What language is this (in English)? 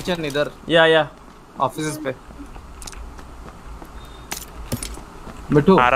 Hindi